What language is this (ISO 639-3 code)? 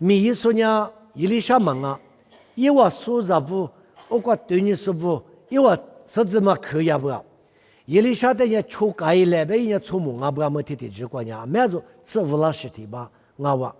lis